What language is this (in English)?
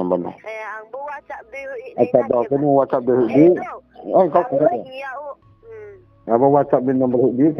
Riang (India)